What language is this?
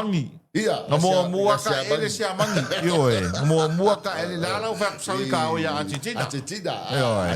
Samoan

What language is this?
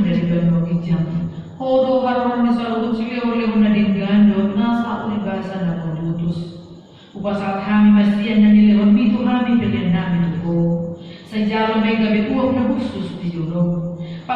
Batak Toba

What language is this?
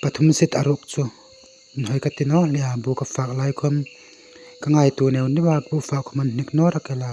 Hmar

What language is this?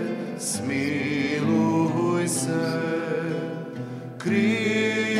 Croatian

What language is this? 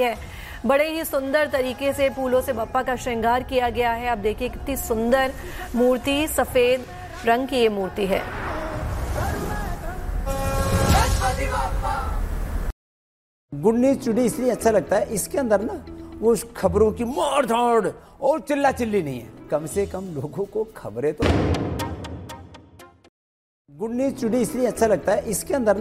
Hindi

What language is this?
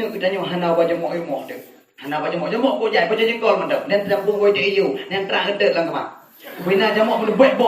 Achinese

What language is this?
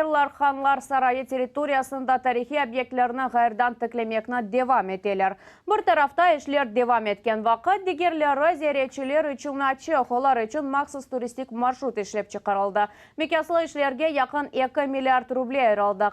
Crimean Tatar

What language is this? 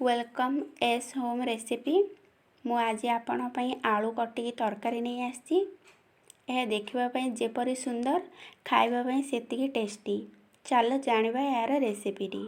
Odia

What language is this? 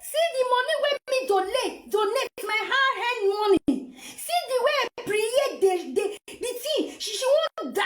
Nigerian Pidgin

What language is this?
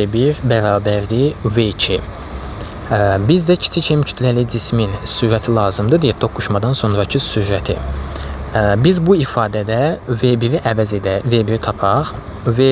Azerbaijani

